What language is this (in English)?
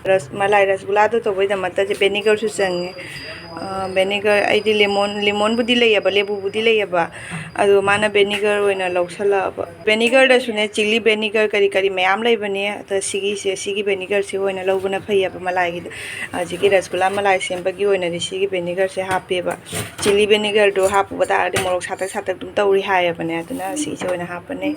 Manipuri